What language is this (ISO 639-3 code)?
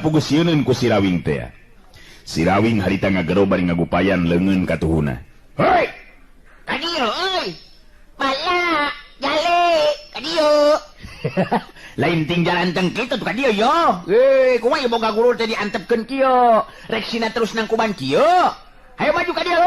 sun